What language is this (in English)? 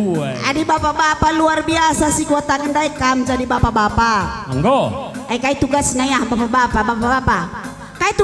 Batak Karo